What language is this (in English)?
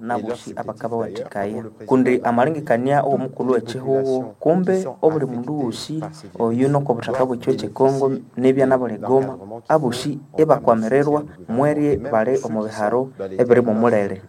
Nande